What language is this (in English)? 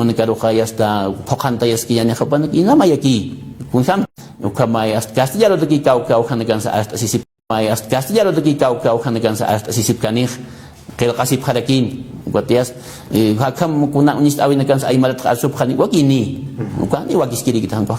Aymara